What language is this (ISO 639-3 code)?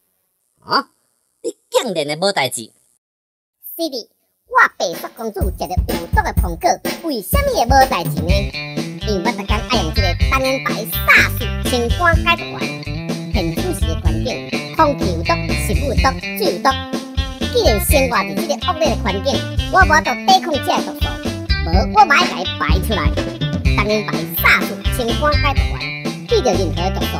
nan